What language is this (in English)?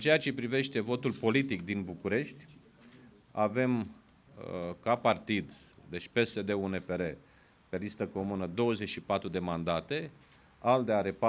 Romanian